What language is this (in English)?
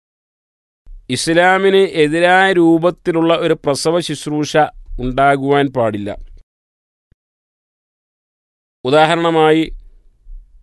Malayalam